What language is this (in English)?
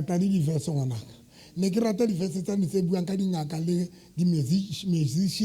Southern Sotho